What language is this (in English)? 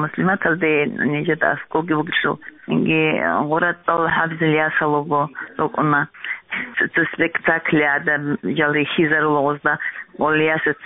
Avaric